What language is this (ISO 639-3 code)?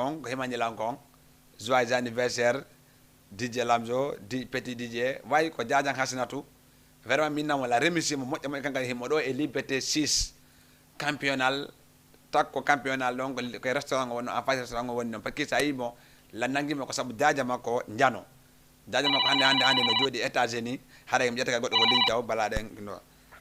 ful